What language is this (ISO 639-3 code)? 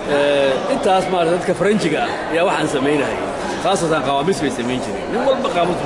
som